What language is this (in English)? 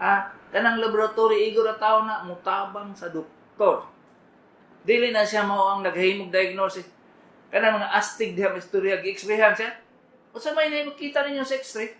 Cebuano